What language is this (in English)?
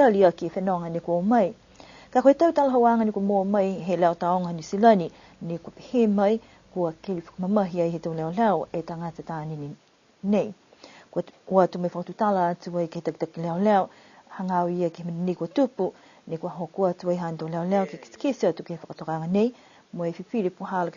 Niuean